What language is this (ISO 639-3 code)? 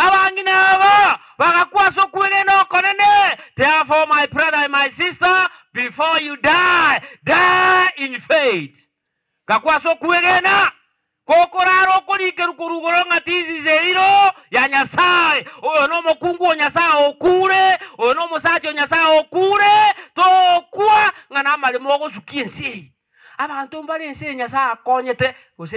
guz